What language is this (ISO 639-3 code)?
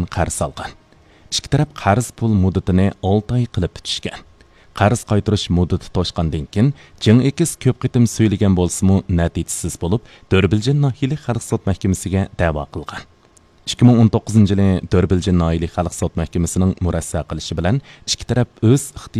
uig